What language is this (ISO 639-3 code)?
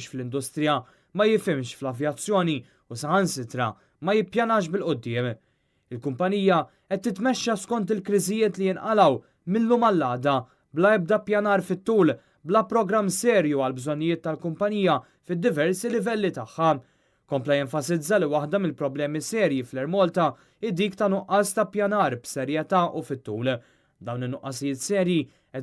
mlt